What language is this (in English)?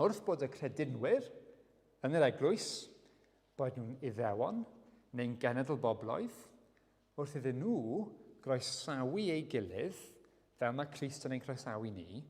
Welsh